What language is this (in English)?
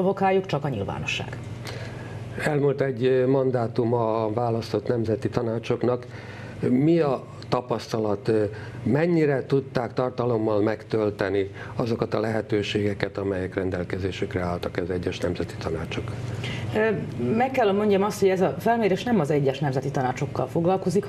Hungarian